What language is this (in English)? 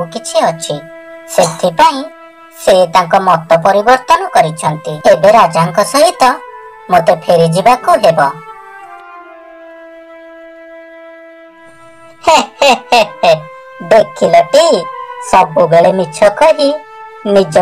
Odia